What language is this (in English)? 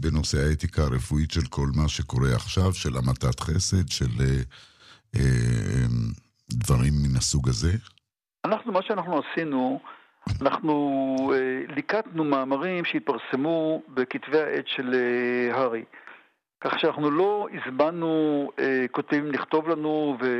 Hebrew